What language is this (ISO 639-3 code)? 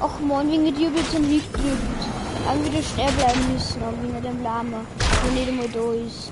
bar